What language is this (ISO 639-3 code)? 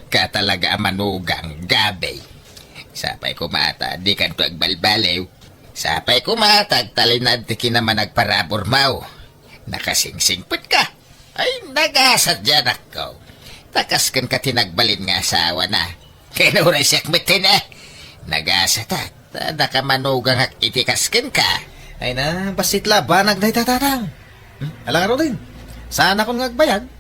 ilo